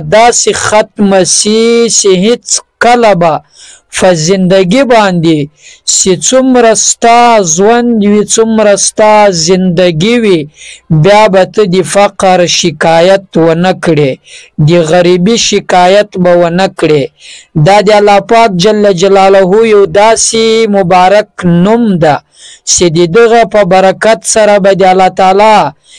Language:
Pashto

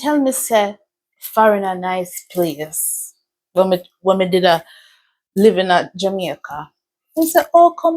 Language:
Jamaican Creole English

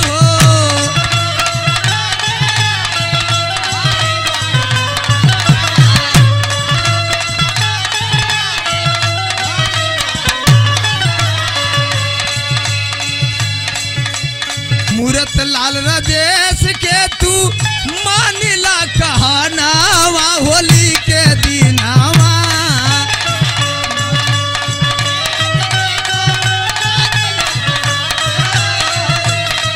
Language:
Bhojpuri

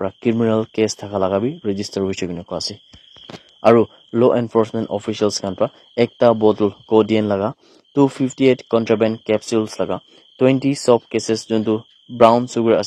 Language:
Naga Pidgin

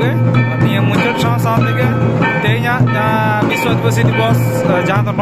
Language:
Santali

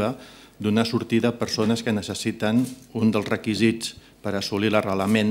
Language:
Catalan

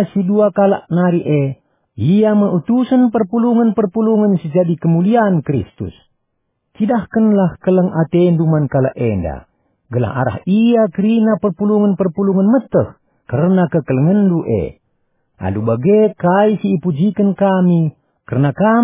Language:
Batak Karo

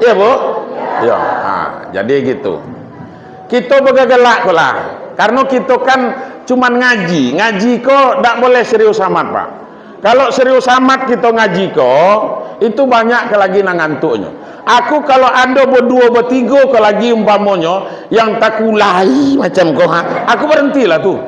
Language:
Minangkabau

